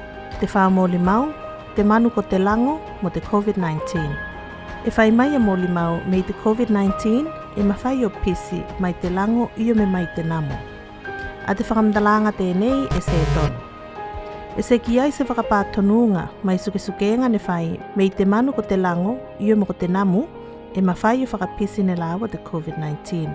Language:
Tuvalu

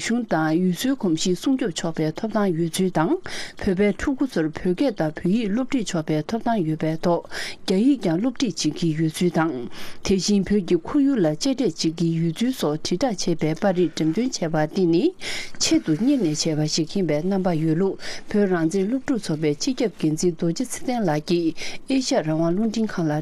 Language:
Tibetan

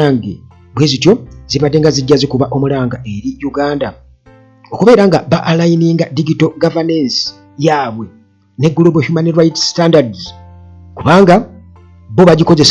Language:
Ganda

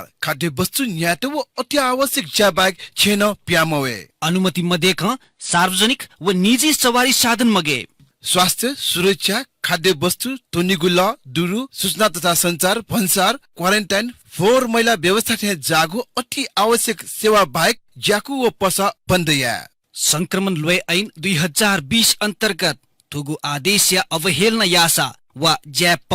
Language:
Newari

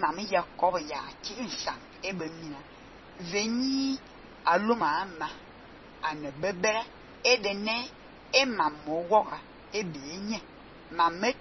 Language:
Fang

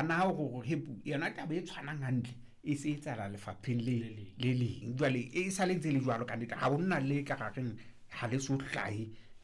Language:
Southern Sotho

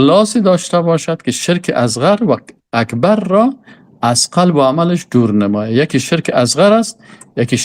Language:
Persian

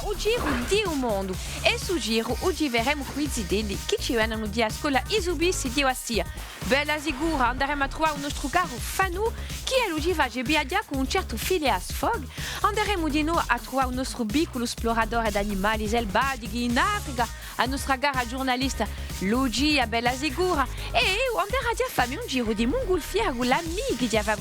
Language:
Corsican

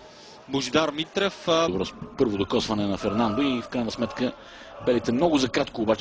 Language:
Bulgarian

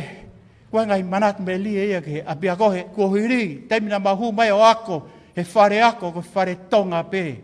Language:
Tongan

